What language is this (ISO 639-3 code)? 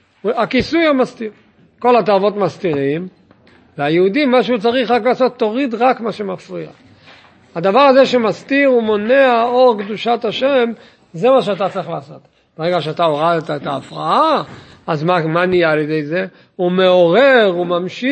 heb